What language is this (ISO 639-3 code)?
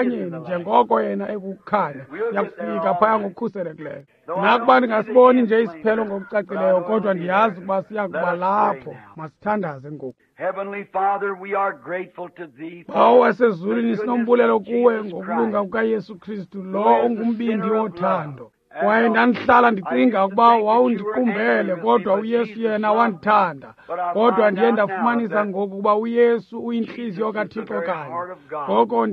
xho